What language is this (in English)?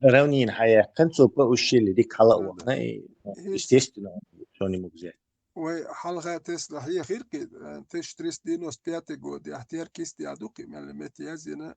Chechen